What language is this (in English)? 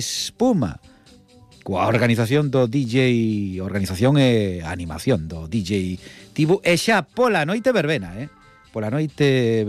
Galician